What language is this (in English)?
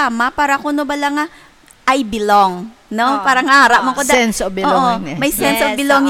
Hiligaynon